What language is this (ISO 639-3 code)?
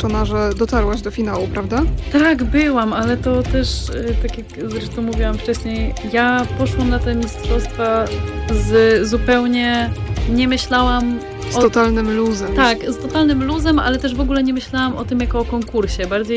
pol